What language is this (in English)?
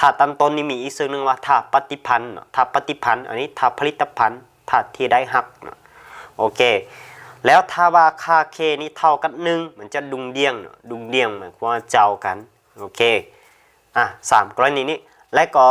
Lao